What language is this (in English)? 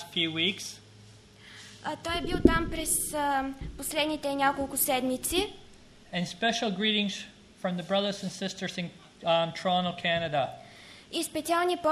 Bulgarian